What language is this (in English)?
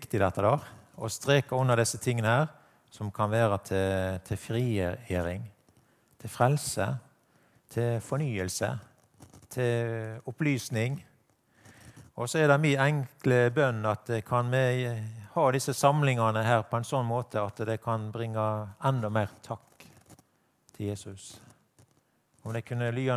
Norwegian